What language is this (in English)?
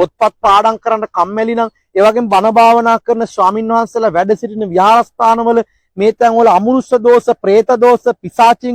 Sinhala